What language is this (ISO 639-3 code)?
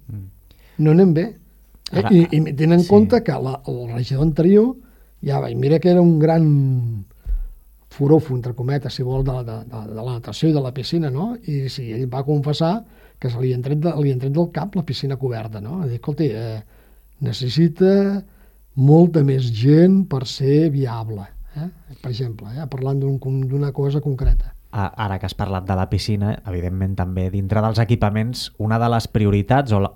cat